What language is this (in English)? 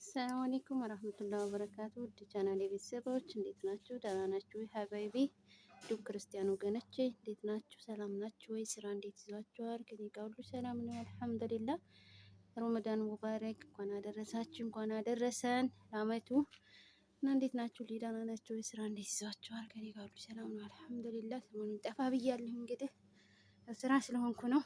Amharic